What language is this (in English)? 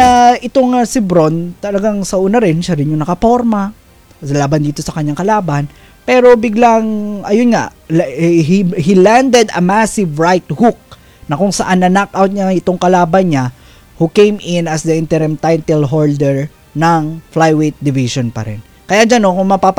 Filipino